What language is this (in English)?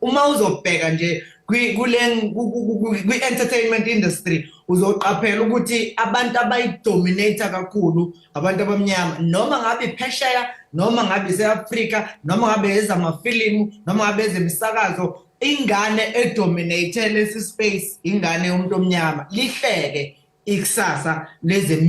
Zulu